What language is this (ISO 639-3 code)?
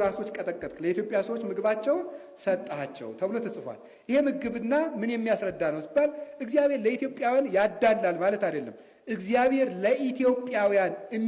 amh